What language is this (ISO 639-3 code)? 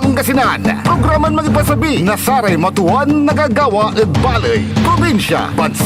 pag